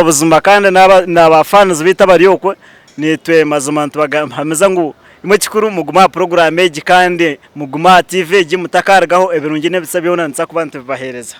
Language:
Nyankole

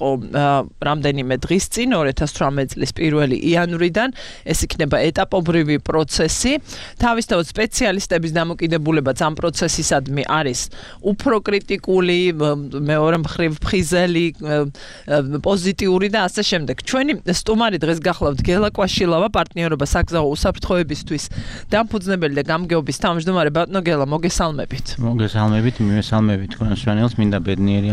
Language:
Georgian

